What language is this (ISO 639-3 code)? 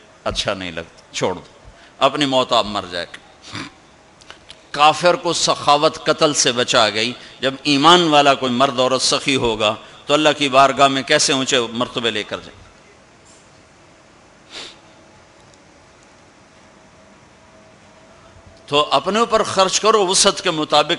urd